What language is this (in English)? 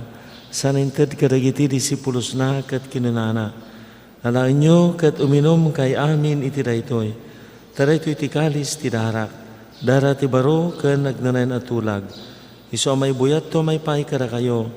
Iloko